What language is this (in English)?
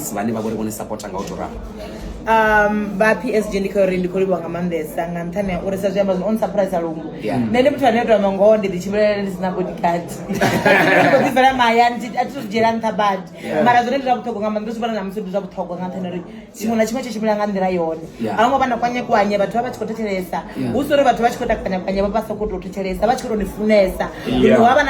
Venda